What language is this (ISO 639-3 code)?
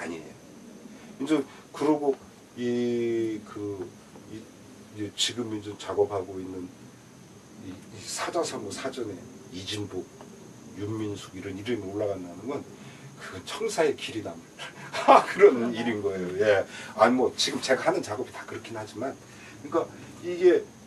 kor